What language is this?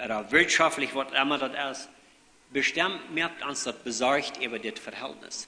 Plautdietsch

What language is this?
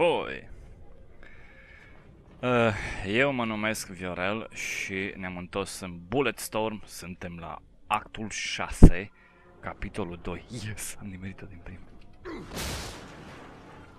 Romanian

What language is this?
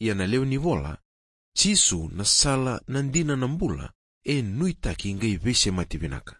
Fijian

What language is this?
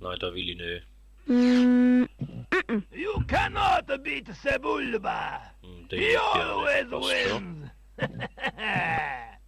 Swiss German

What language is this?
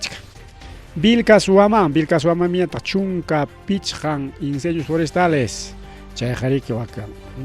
Ayacucho Quechua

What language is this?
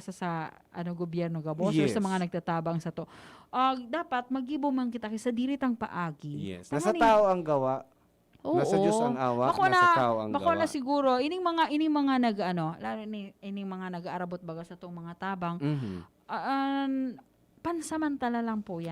Bikol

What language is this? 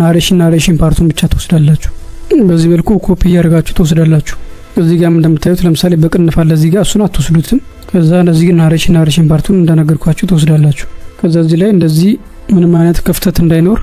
Amharic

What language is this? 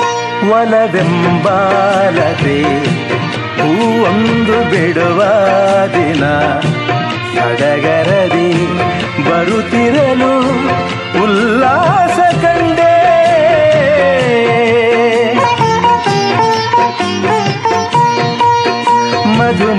Kannada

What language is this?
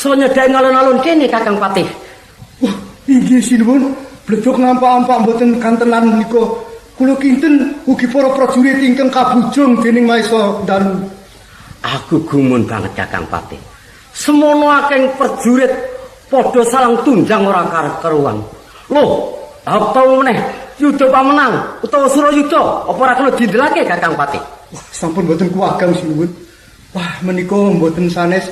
Javanese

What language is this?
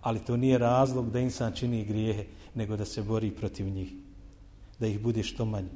Bosnian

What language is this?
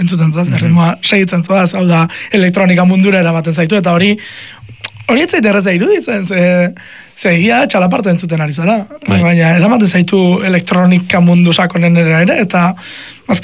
Basque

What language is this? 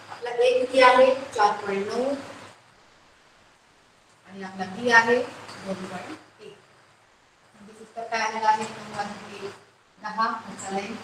Marathi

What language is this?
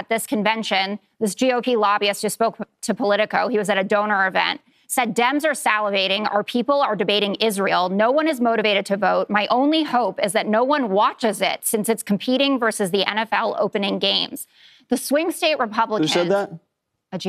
English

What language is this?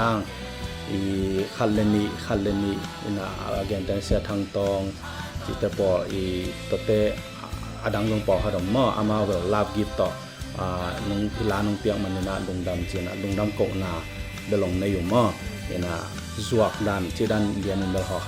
Tedim Chin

